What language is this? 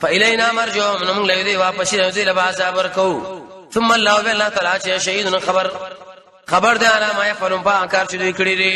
Pashto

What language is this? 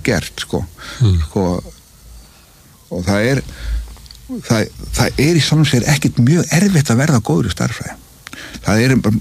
Icelandic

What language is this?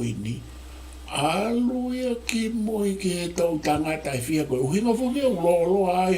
Tongan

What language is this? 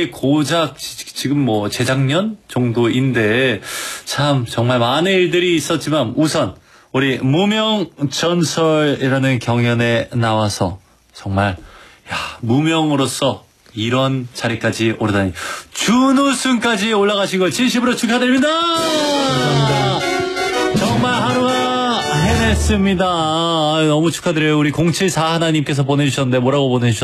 Korean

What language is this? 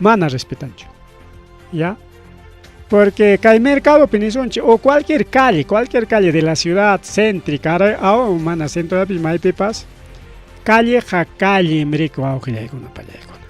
Ayacucho Quechua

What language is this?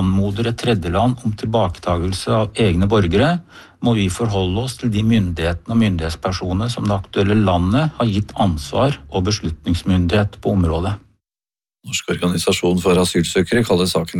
Norwegian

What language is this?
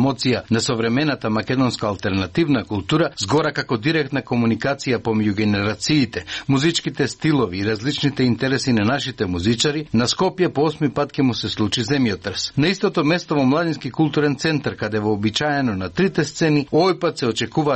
Macedonian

